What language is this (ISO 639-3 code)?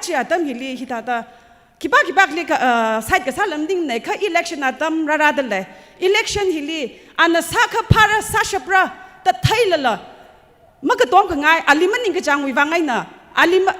nmf